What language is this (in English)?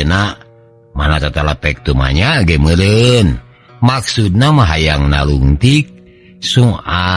Sundanese